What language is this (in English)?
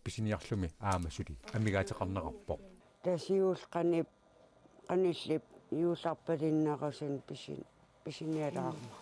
Kalaallisut